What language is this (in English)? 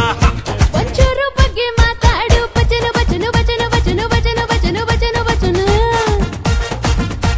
Kannada